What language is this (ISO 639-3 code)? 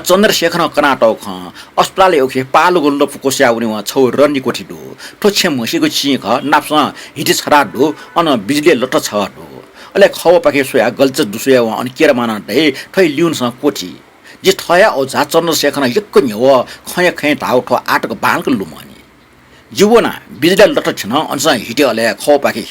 new